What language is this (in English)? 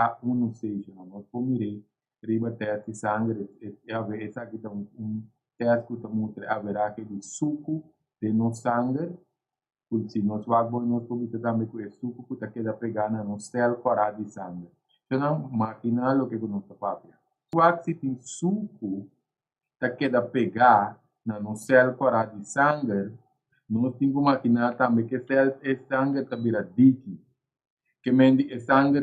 Papiamento